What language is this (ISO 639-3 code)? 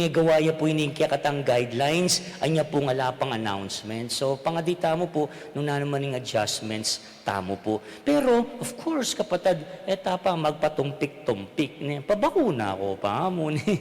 pam